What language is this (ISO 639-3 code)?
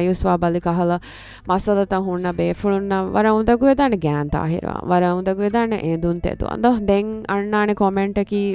div